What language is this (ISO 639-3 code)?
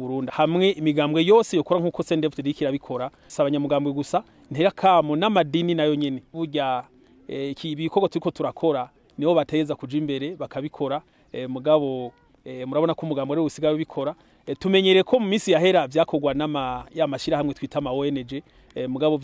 run